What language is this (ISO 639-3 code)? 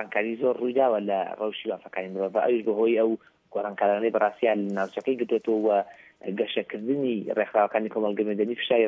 ckb